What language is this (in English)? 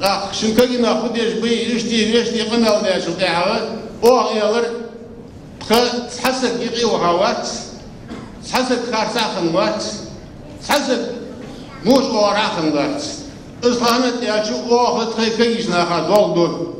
Ingush